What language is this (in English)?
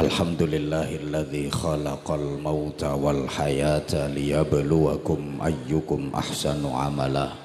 Javanese